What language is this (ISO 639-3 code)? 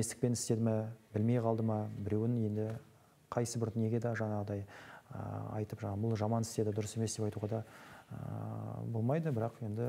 kaz